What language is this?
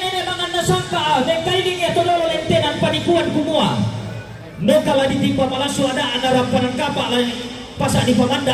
Toraja-Sa'dan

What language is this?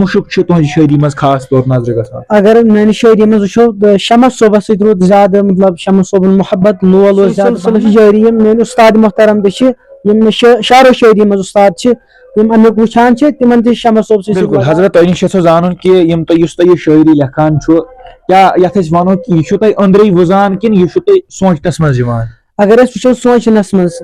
Kashmiri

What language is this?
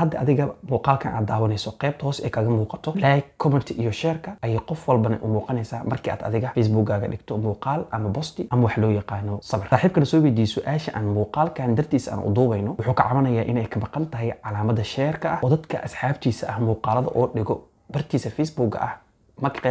Somali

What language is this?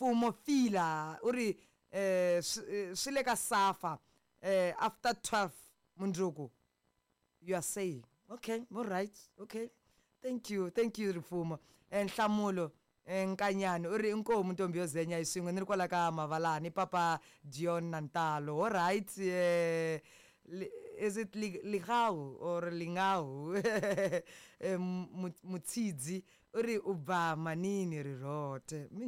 Tsonga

